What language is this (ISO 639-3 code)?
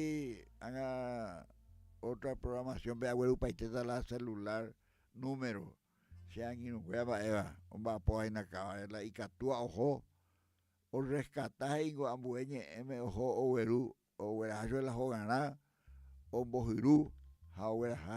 grn